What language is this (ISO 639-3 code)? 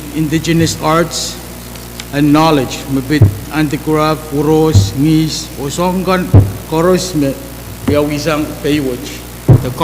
pon